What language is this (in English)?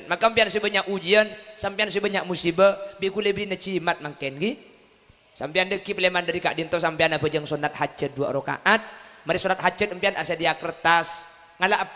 Madurese